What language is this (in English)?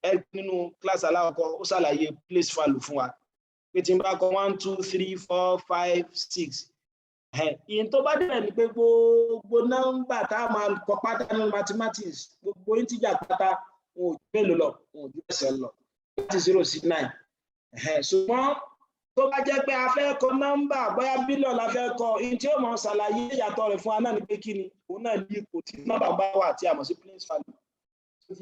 Yoruba